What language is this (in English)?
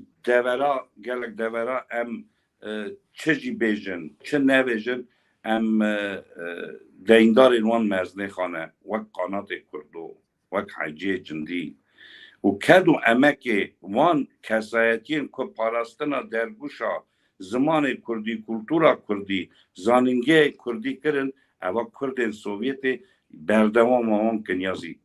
Kurdish